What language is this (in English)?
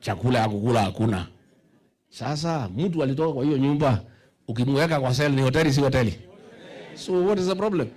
Swahili